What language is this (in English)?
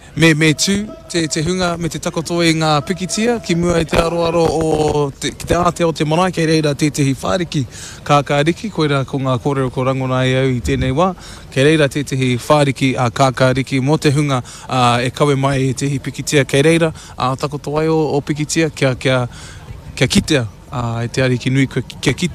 Māori